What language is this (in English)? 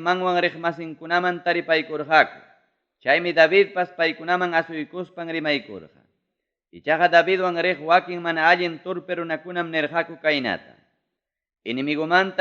Ayacucho Quechua